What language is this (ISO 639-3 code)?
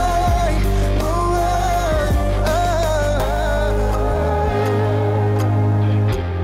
kaz